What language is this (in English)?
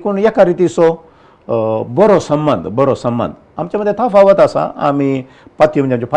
Konkani